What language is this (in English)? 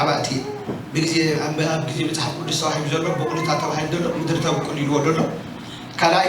Tigrinya